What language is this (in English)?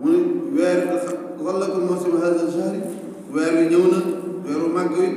Wolof